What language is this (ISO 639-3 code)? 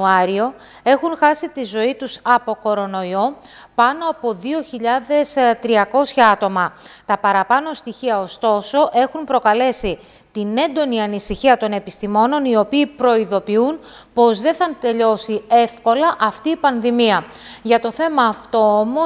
ell